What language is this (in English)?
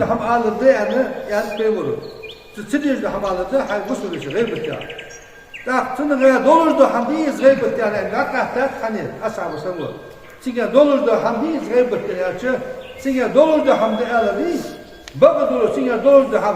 Ingush